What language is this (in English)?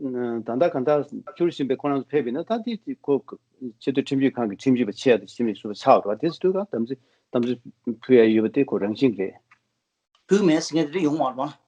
Tibetan